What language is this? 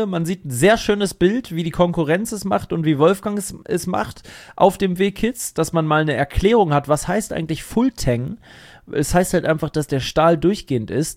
German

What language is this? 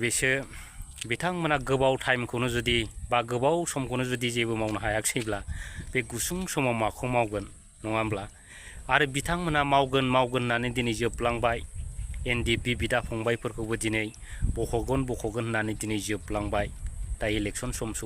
Bodo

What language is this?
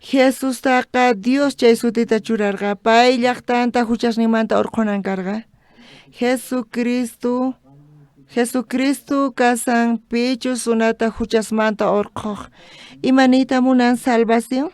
South Bolivian Quechua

